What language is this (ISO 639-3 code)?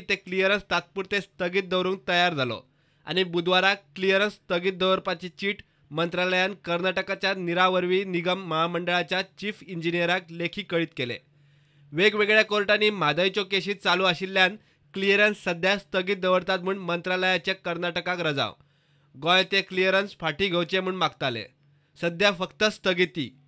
kok